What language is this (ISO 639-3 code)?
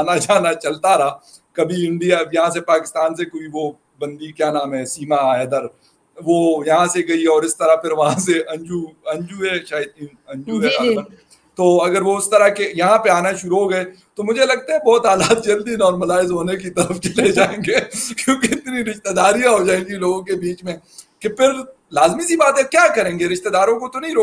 urd